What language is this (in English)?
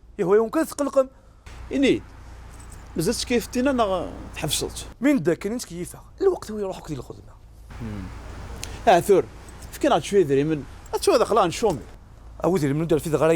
Kabyle